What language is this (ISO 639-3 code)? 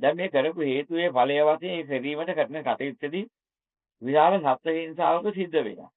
sin